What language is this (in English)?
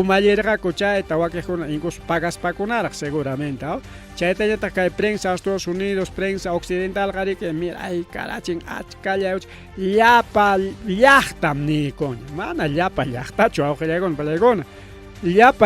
Ayacucho Quechua